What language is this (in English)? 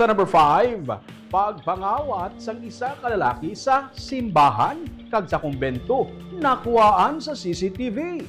Hiligaynon